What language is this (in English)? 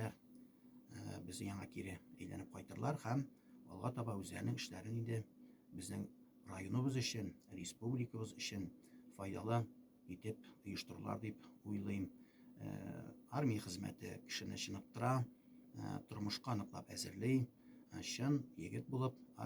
Tatar